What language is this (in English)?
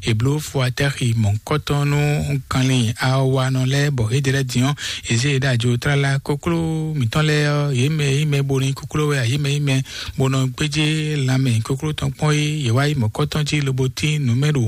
Fon